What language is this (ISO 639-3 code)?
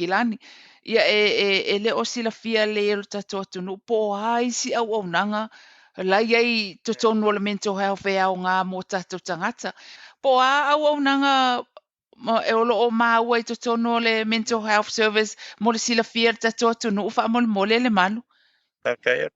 smo